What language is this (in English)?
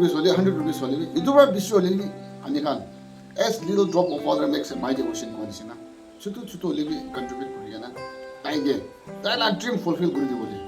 Naga Pidgin